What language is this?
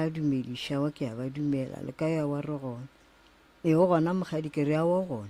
Northern Sotho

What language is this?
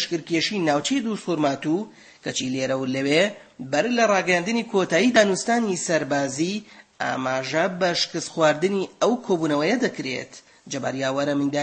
Central Kurdish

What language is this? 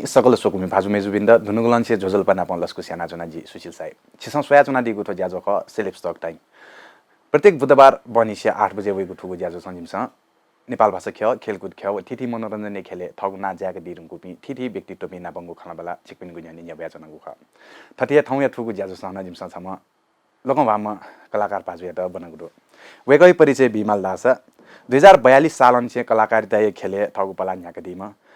Newari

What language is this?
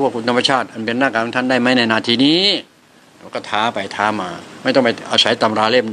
Thai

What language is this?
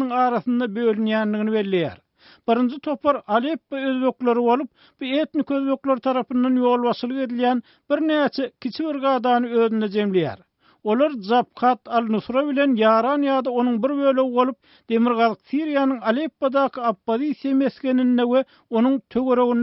Turkmen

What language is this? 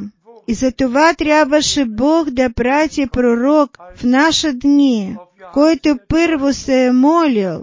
Bulgarian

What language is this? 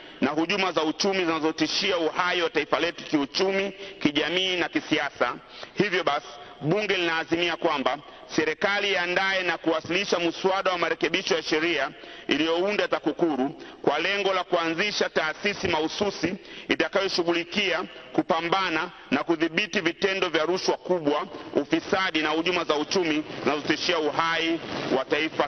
Swahili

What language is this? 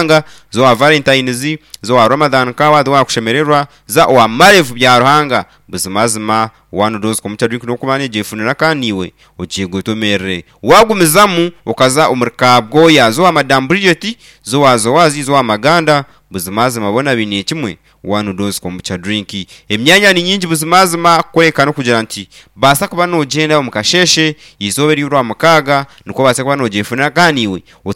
Nyankole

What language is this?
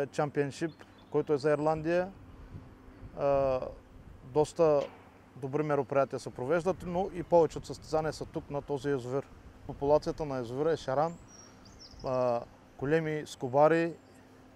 Bulgarian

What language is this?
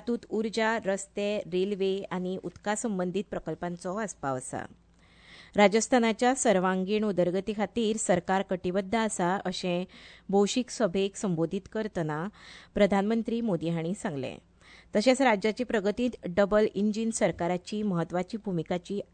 Konkani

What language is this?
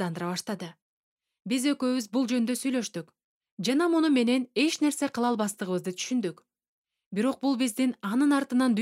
Kyrgyz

